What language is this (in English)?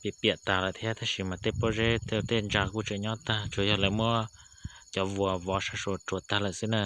Hmong